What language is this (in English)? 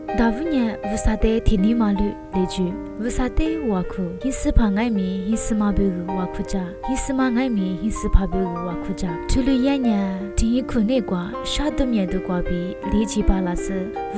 Lisu